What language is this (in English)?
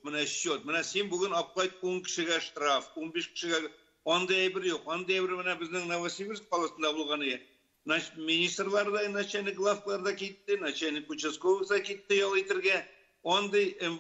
Tatar